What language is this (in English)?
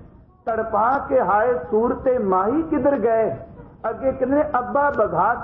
Punjabi